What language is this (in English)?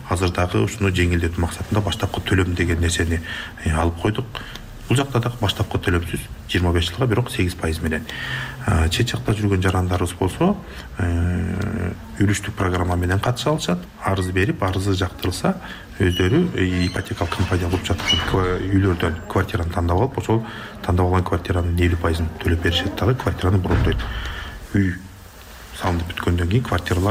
Kyrgyz